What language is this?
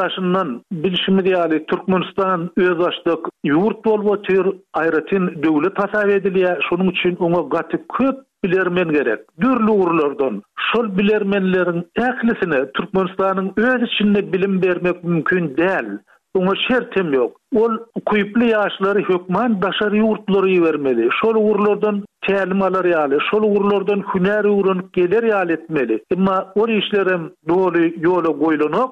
Turkmen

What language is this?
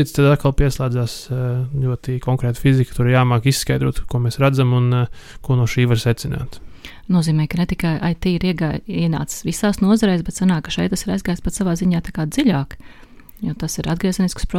Latvian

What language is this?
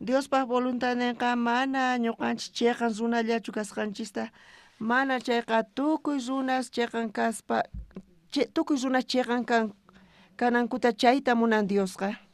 South Bolivian Quechua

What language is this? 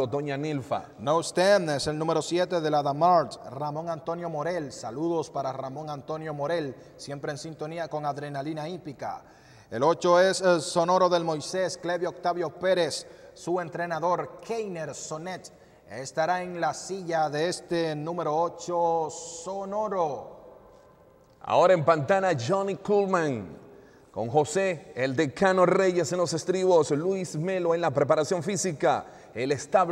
Spanish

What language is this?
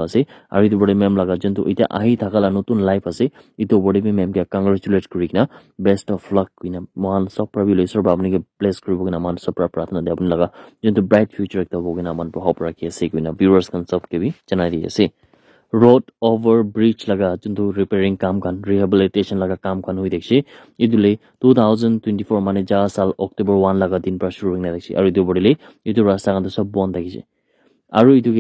Naga Pidgin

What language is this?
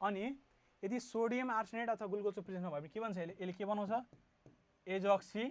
Nepali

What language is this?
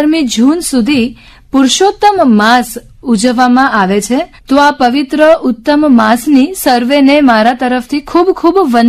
Gujarati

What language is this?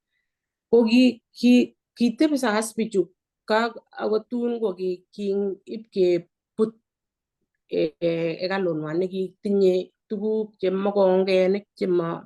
Kalenjin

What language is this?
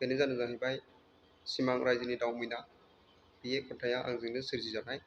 Bodo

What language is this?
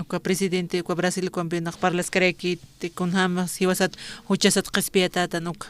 Aymara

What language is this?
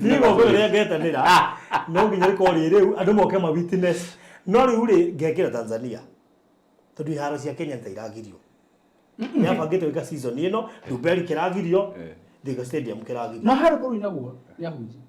Kikuyu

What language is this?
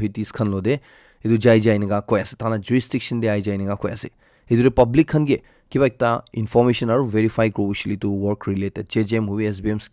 Naga Pidgin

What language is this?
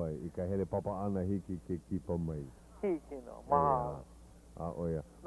Hawaiian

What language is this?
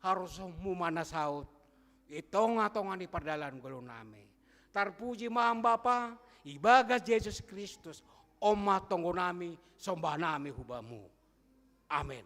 Batak Simalungun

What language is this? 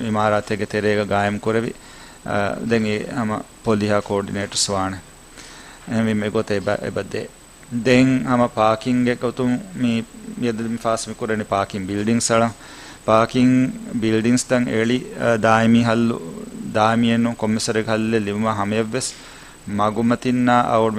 Divehi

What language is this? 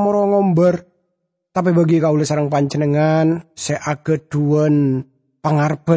Madurese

